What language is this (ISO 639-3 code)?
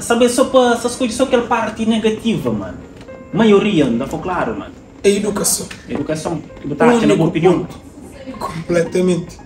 kea